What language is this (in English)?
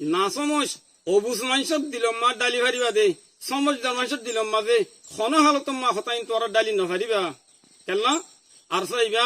Rohingya